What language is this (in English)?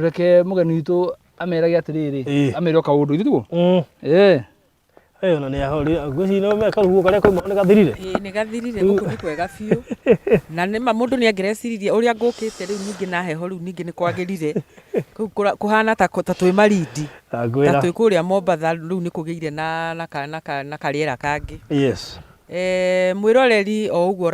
Kikuyu